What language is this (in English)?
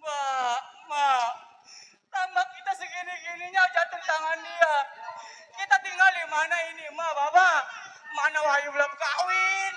Betawi